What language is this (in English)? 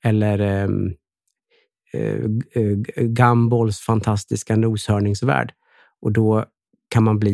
Swedish